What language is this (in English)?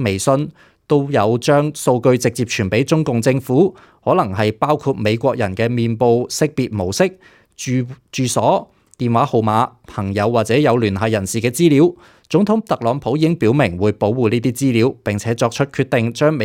Cantonese